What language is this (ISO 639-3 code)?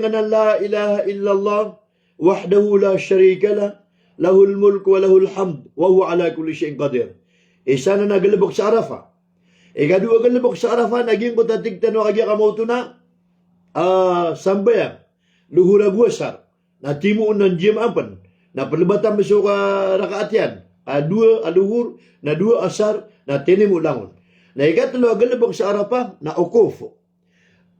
mrw